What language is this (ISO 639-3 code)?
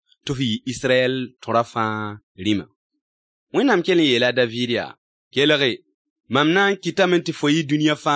mos